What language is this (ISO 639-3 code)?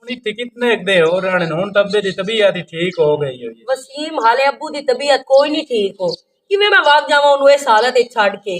lah